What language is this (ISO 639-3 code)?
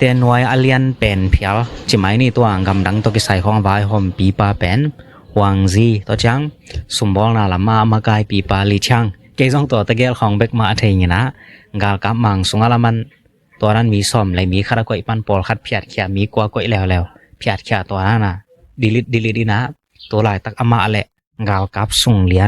ctd